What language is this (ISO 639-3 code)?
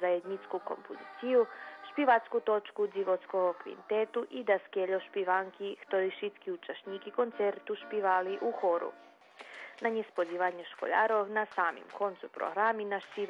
rue